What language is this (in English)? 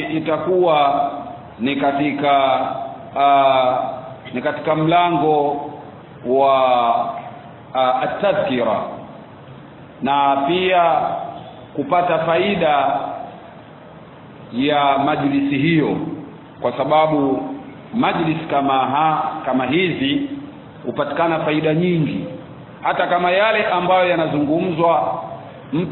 Swahili